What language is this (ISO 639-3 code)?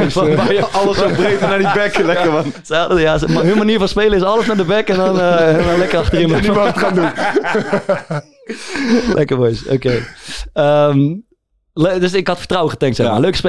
nld